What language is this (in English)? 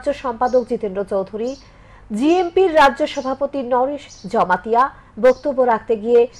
Bangla